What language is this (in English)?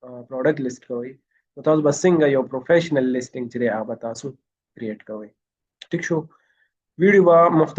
Pashto